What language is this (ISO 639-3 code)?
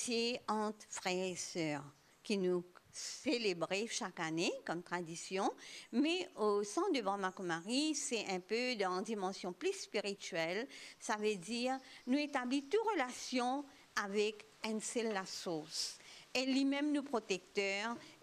mfe